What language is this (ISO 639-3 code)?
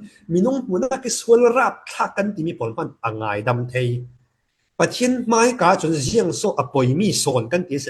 cfm